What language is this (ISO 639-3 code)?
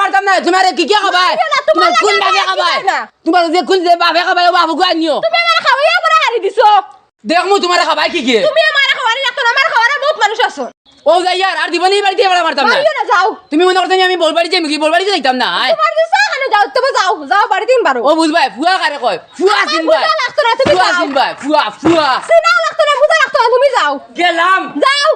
syl